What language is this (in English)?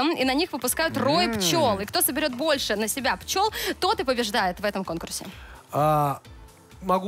Russian